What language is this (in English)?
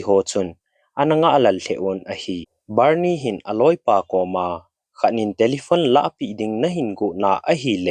Thado Chin